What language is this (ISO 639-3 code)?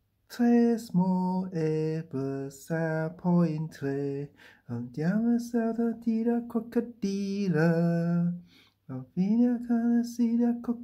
dan